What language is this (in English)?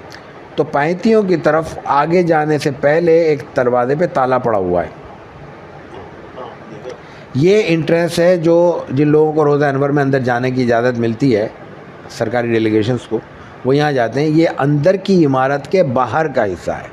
Urdu